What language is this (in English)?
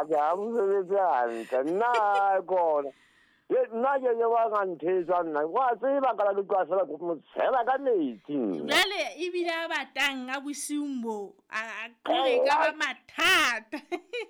Southern Sotho